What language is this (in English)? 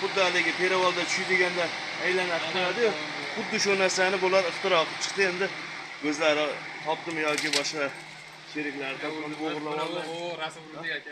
Uzbek